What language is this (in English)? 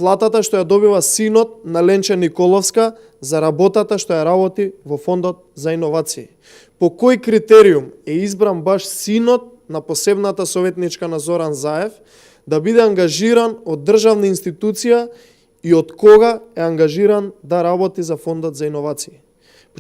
Macedonian